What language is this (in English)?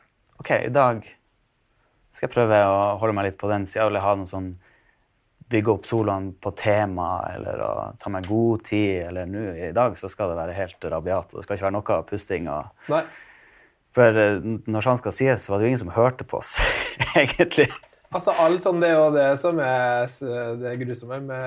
Norwegian